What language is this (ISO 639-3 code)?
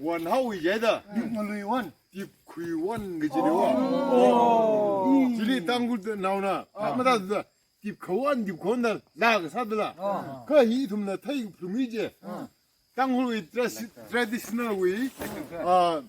nmf